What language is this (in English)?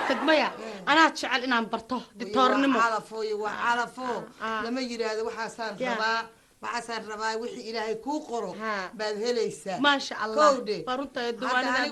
Somali